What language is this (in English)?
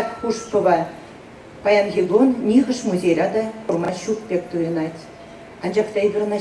Chuvash